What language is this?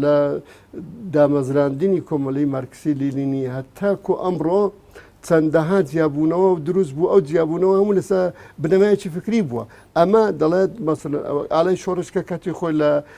Central Kurdish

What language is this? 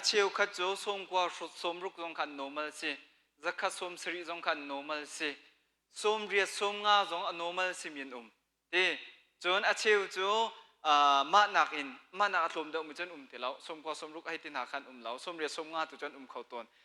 Hakha Chin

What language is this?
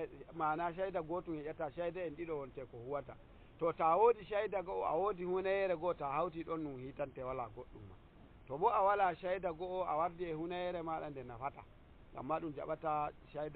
Nigerian Fulfulde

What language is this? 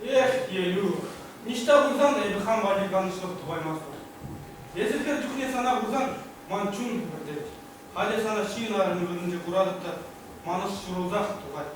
Chuvash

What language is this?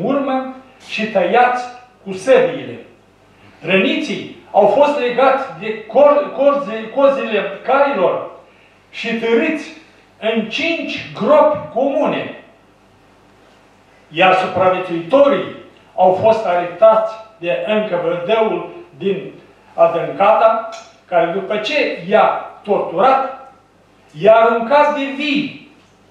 Romanian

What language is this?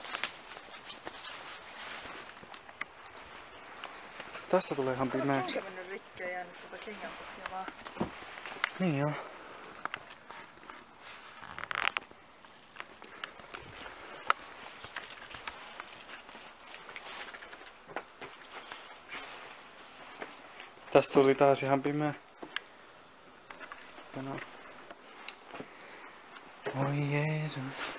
Finnish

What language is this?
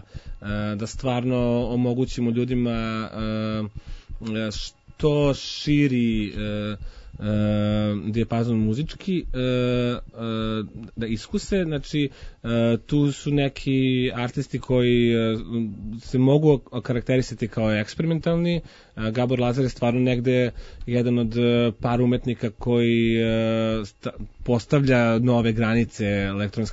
Serbian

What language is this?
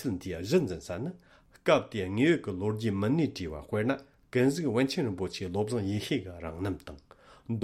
Tibetan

